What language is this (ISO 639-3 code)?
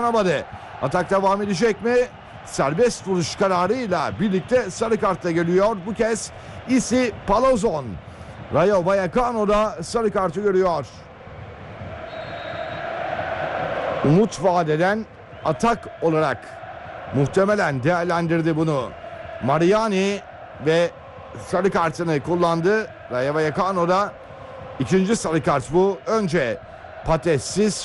tur